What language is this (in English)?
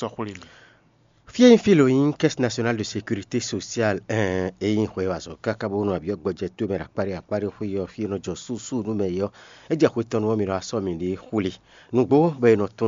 Fon